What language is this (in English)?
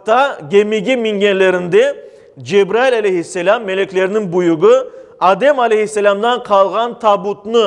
Crimean Tatar